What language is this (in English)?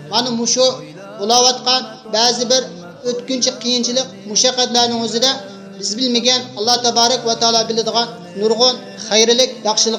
Uyghur